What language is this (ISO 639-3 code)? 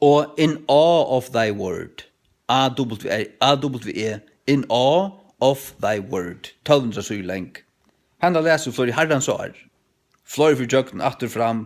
fao